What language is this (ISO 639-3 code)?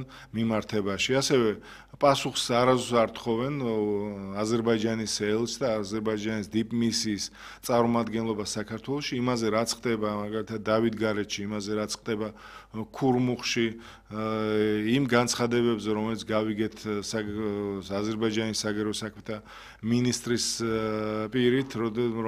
kat